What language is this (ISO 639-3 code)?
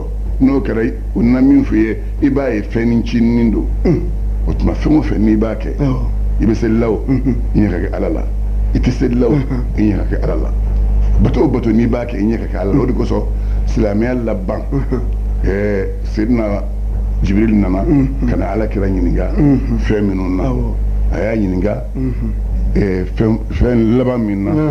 bam